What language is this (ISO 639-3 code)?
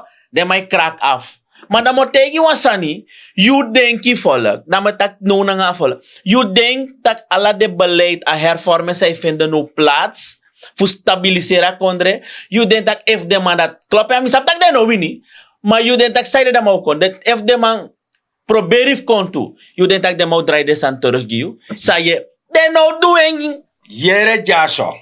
srn